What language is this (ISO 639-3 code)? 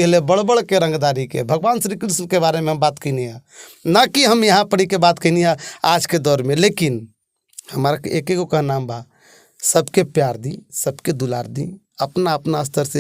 bho